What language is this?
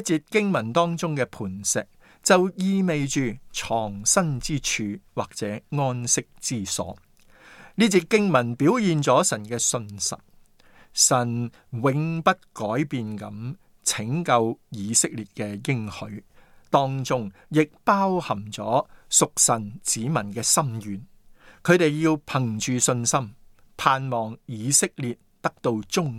Cantonese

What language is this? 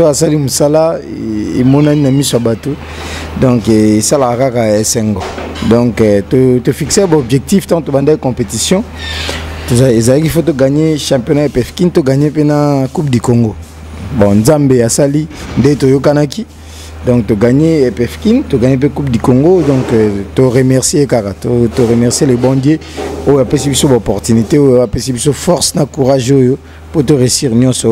Lingala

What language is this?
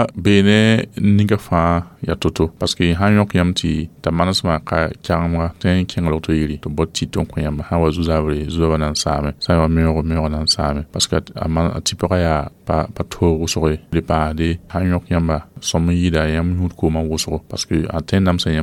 Mossi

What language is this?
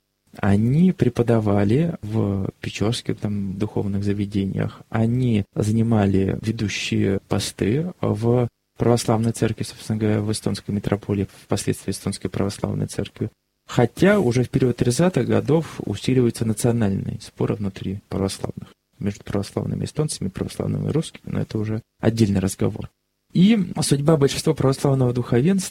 Russian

